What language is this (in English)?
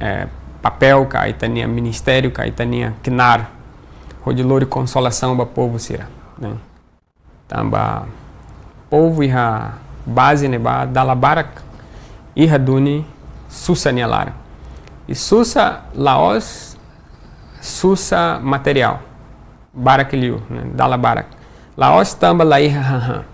Tetum